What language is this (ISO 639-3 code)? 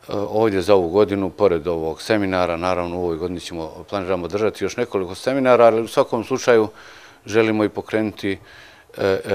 bos